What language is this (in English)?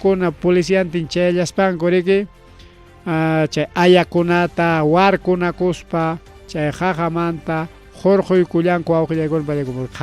Ayacucho Quechua